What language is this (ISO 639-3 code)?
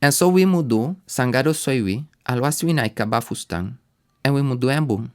srn